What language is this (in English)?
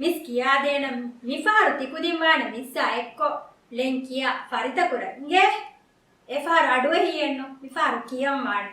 Divehi